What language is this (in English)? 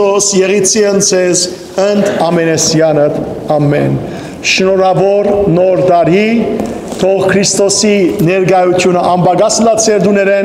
Western Armenian